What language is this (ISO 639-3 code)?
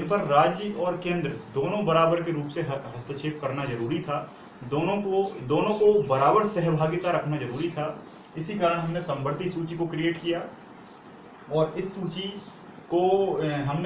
hin